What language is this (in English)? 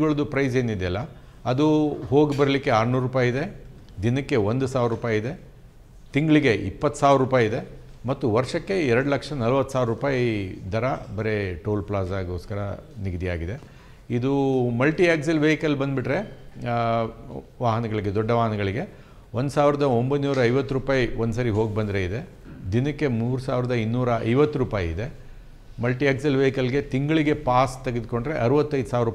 Kannada